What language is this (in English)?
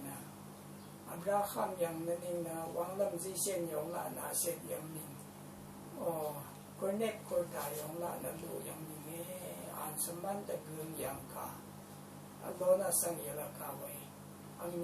Rawang